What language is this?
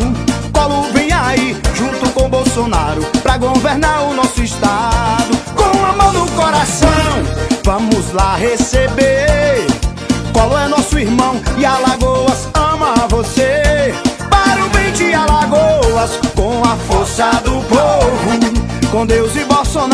Portuguese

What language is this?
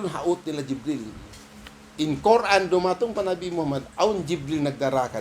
Tausug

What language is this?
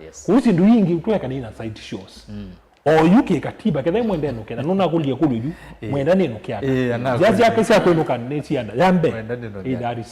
Kamba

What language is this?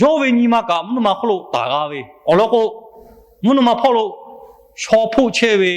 Lahu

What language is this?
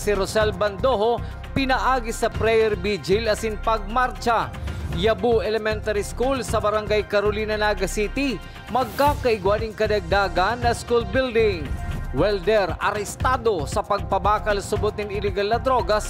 Bikol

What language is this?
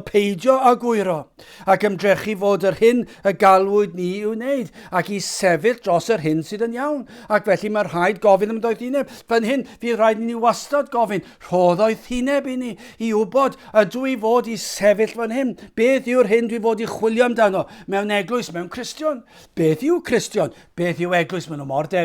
Welsh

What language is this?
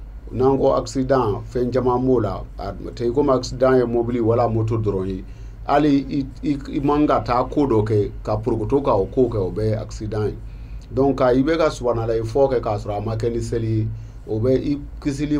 Bambara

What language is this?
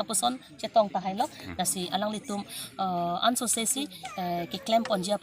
Karbi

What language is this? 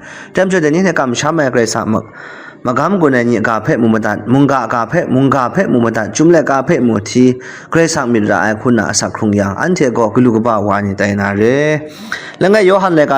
Kachin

